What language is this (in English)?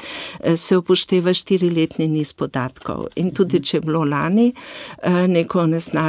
Slovenian